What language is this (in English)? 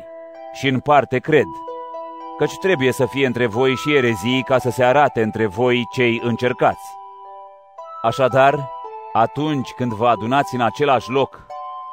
Romanian